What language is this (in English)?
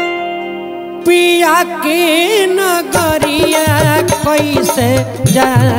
Bhojpuri